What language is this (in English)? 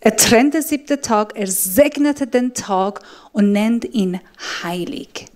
Swiss German